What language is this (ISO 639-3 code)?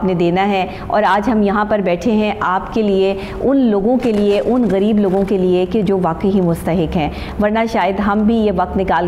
urd